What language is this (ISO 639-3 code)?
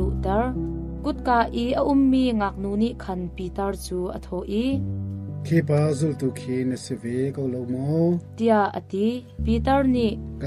cnh